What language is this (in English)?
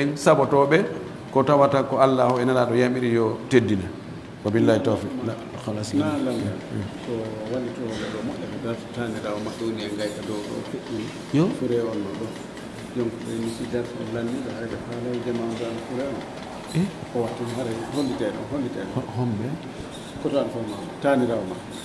Pular